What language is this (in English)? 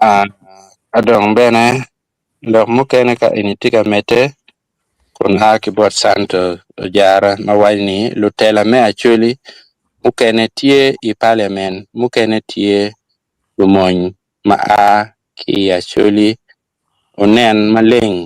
Acoli